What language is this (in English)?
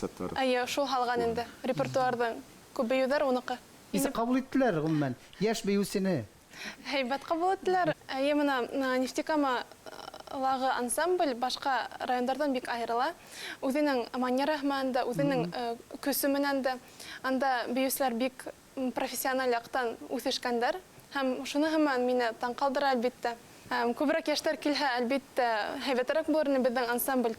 Bashkir